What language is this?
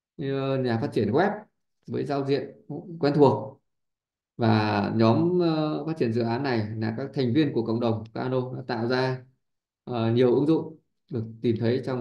Vietnamese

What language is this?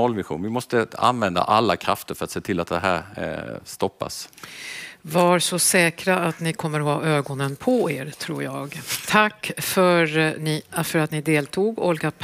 Swedish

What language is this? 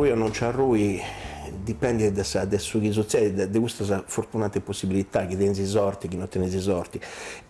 Sardinian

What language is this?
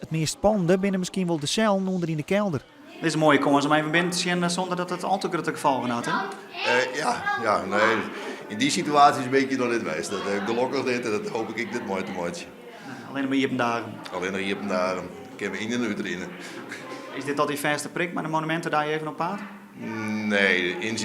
Western Frisian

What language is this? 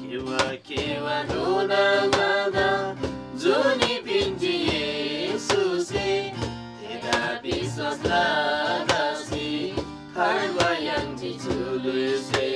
Eastern Tamang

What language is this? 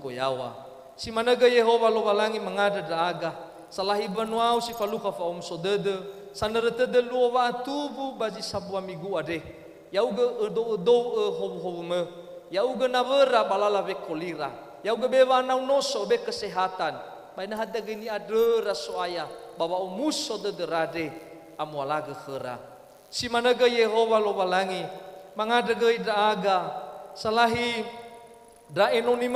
Nias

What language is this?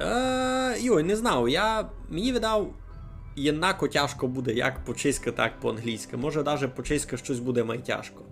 Rusyn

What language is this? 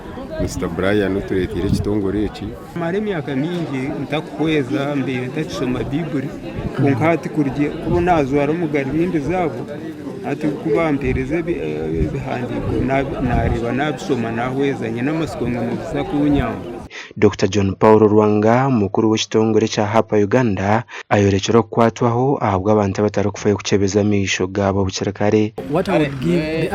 Nyankole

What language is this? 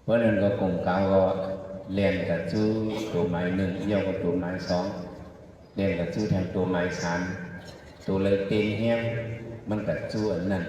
Shan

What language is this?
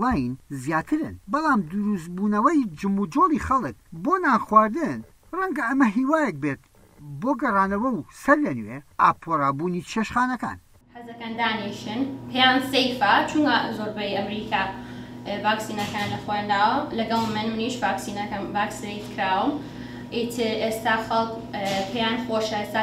Central Kurdish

